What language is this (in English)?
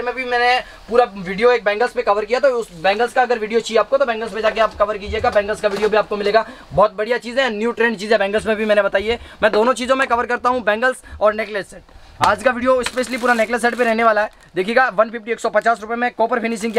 Hindi